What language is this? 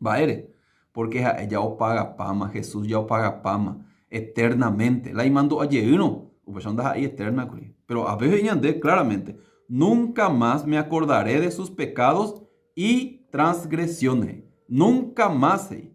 Guarani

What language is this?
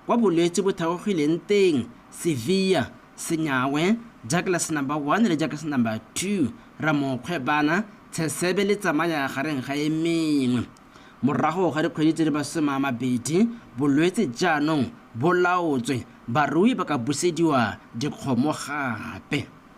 Tswana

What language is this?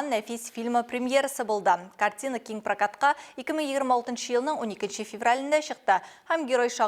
Tatar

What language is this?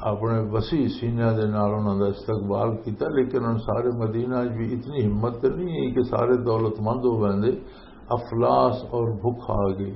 Western Panjabi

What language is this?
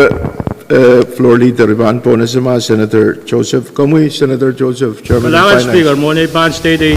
Pohnpeian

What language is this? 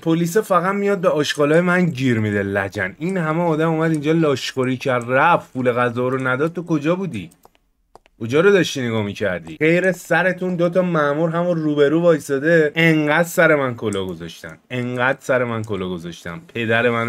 Persian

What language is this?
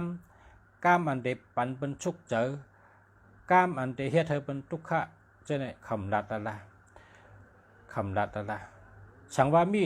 Shan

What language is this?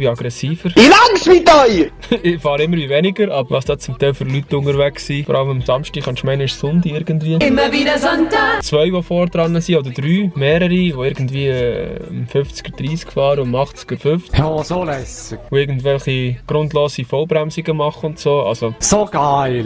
Swiss German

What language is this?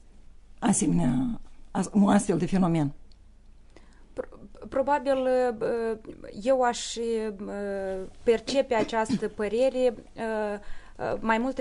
Romanian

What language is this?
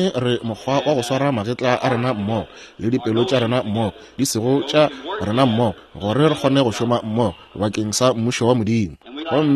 Northern Sotho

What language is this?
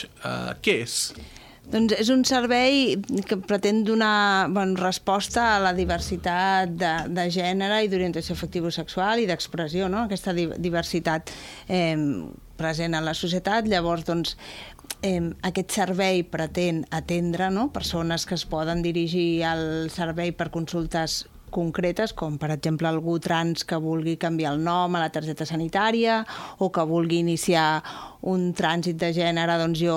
Catalan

